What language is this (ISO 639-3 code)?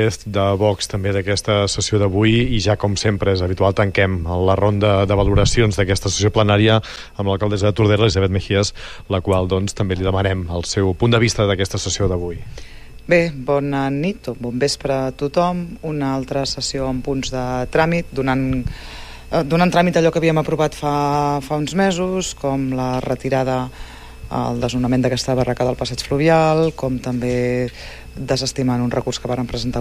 cat